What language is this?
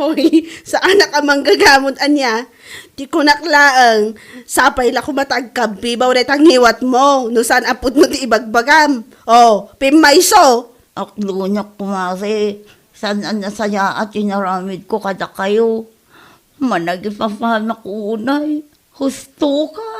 Iloko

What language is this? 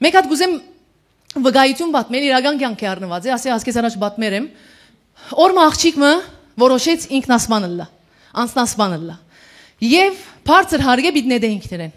Western Armenian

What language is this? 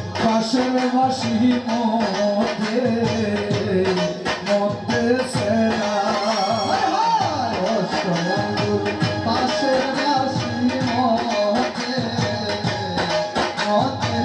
Bangla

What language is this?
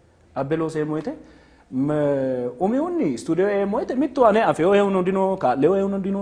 Sidamo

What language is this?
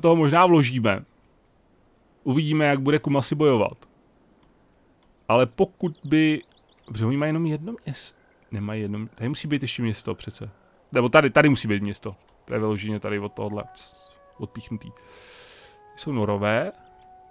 Czech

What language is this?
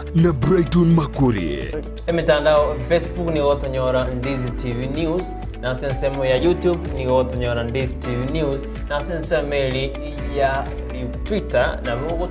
Gusii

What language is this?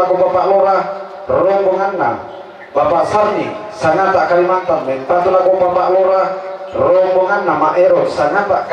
Toraja-Sa'dan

